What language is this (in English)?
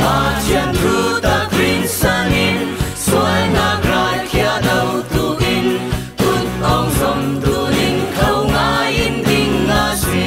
Falam Chin